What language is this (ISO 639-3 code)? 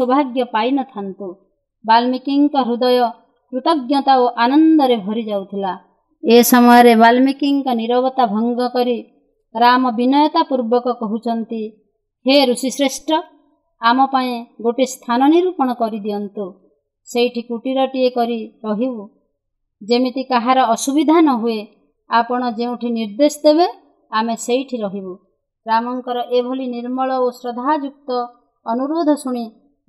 ori